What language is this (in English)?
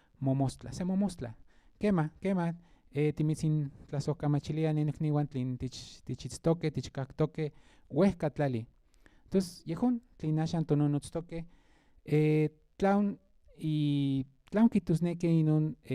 Central Nahuatl